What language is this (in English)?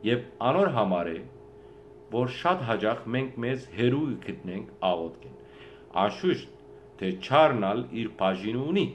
Western Armenian